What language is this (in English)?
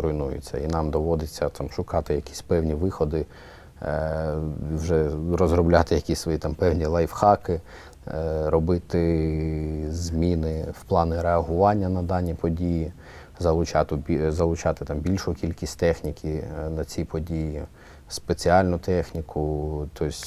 Ukrainian